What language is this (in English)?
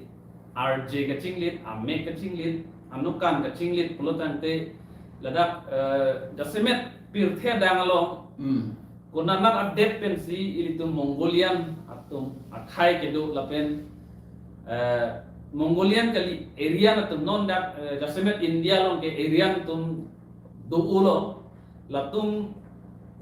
Karbi